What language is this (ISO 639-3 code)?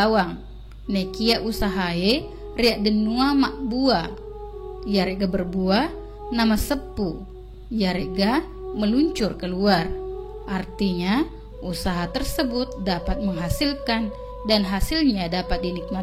bug